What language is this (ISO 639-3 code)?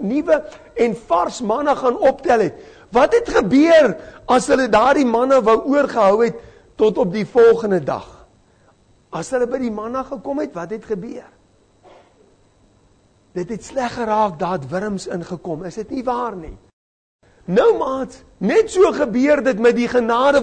afr